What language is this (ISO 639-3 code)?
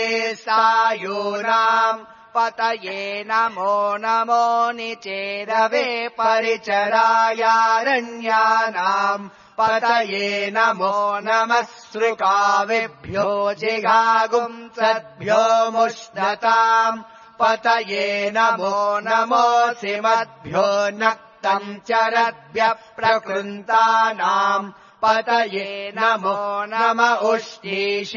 san